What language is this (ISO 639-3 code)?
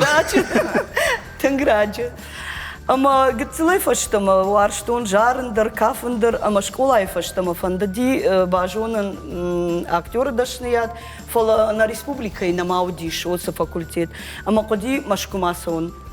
oss